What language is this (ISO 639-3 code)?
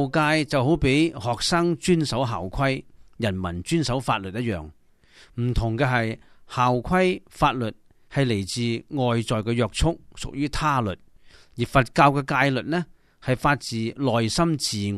yue